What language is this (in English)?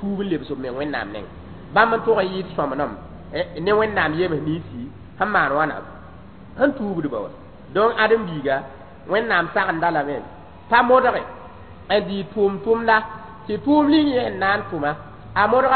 Mossi